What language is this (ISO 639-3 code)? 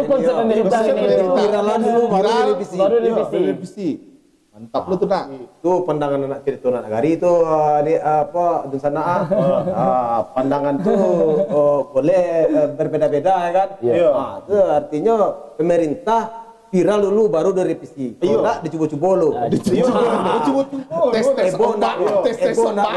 min